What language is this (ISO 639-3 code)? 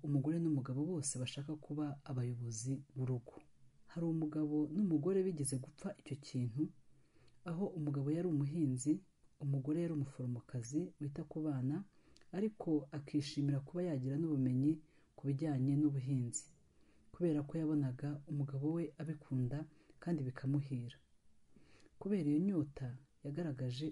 kin